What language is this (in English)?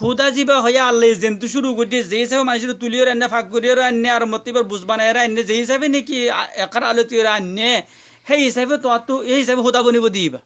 Rohingya